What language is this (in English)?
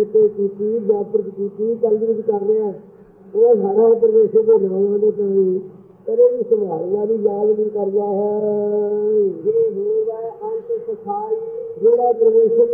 Punjabi